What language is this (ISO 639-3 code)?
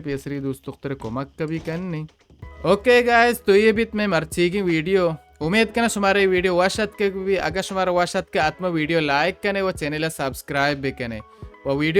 bal